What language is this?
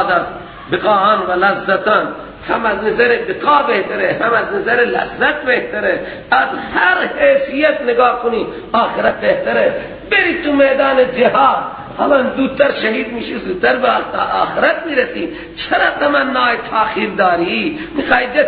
Persian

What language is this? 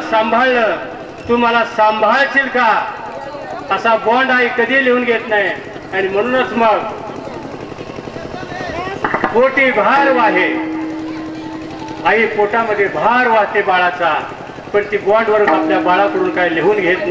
Marathi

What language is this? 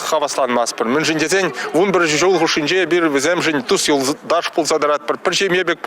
Chuvash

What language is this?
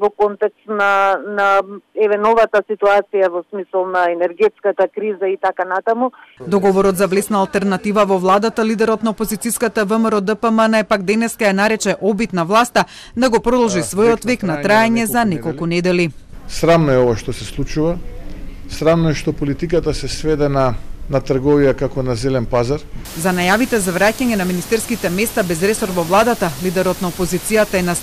Macedonian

